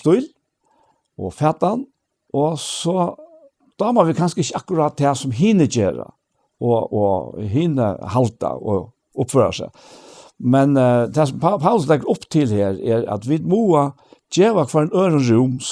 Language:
Faroese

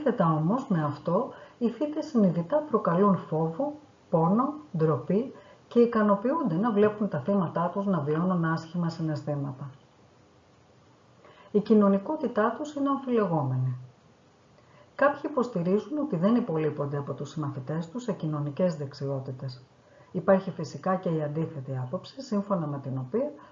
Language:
Greek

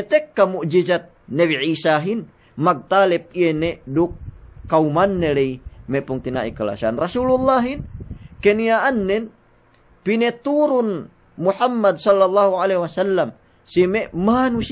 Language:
Yakan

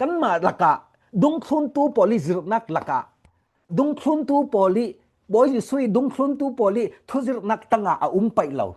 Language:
Falam Chin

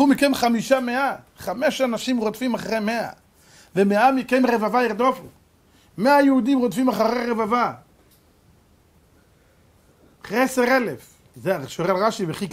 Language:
Hebrew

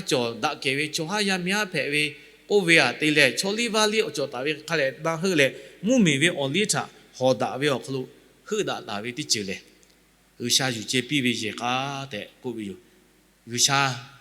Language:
Lahu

